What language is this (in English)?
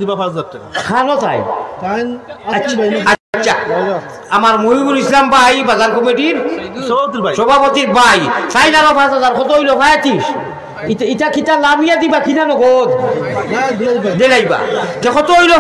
Sylheti